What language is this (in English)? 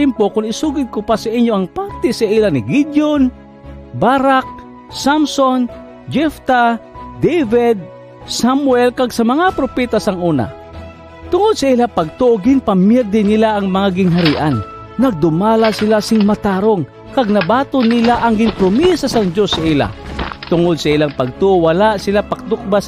Hiligaynon